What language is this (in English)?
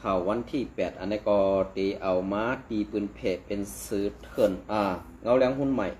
Shan